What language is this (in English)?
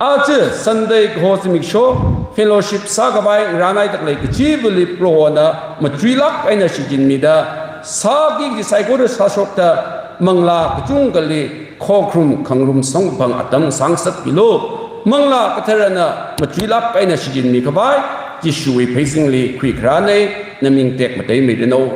Tangkhul Naga (India)